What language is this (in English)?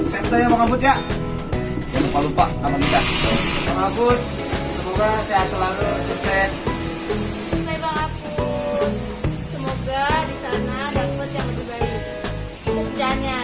Betawi